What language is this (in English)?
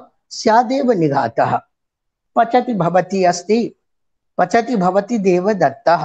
Sanskrit